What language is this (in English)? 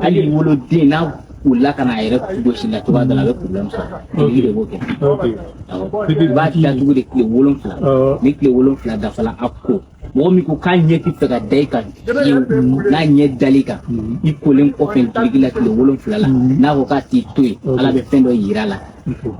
Bambara